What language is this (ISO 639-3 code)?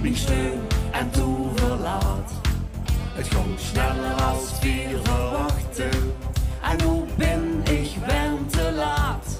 lim